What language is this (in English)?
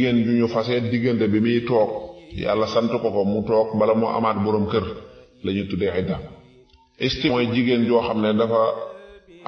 Wolof